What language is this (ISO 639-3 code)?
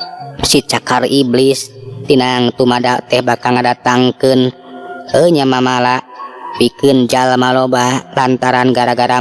sun